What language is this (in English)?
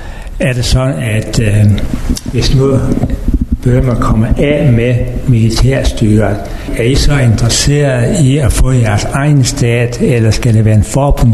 Danish